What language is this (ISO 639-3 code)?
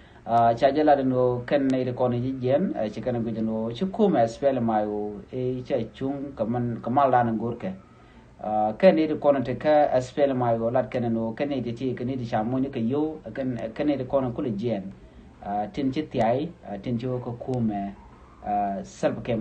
nus